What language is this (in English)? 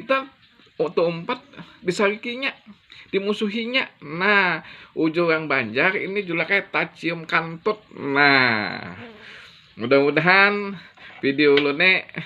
Banjar